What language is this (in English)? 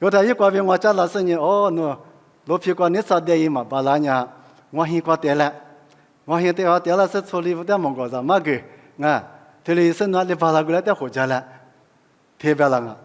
Lisu